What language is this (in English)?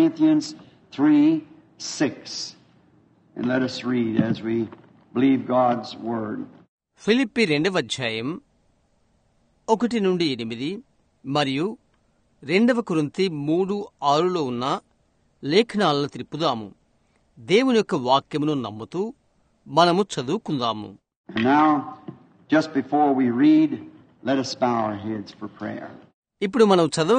Telugu